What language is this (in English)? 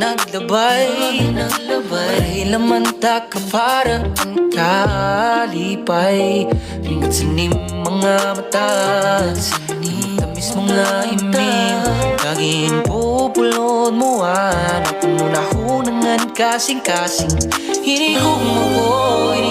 Waray